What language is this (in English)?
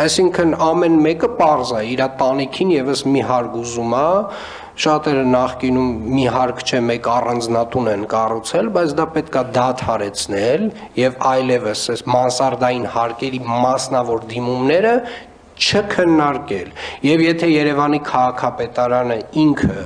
Armenian